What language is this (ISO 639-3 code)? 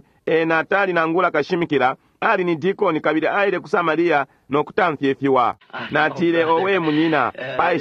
bem